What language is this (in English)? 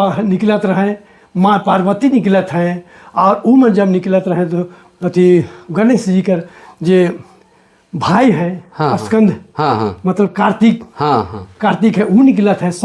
Sadri